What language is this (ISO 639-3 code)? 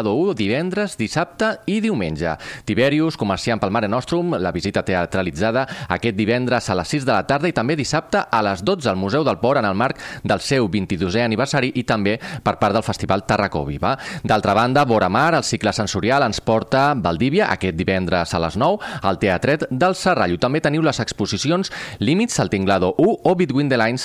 cat